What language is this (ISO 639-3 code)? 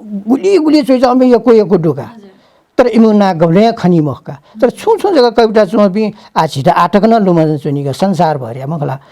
new